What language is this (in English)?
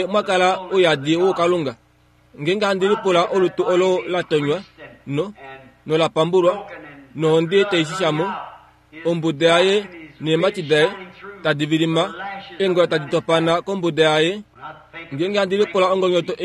Kuanyama